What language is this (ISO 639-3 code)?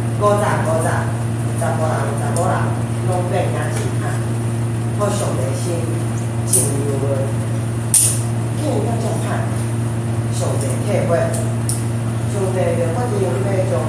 nan